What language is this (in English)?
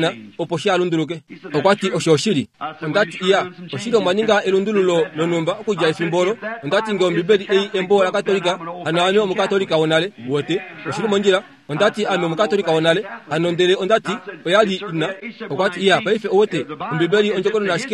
Kuanyama